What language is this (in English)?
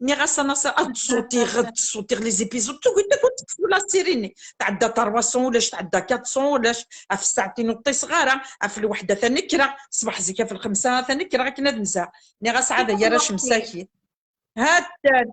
Kabyle